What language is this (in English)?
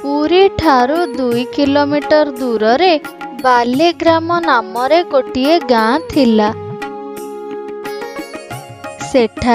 Odia